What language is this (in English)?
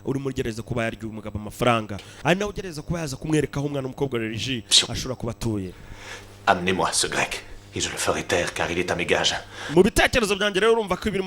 Kinyarwanda